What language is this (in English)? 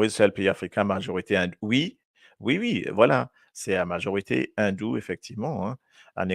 Morisyen